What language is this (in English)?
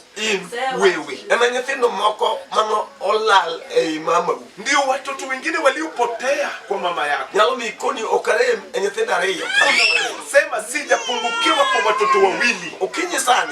Luo (Kenya and Tanzania)